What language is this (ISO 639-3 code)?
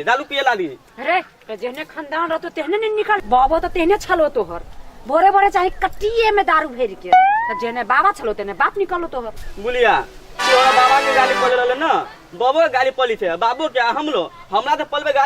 mai